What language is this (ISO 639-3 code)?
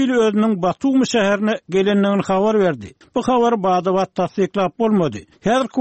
tuk